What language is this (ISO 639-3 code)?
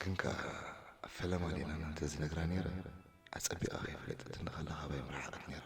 tir